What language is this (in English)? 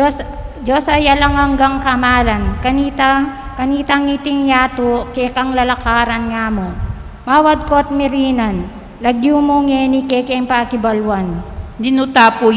Pampanga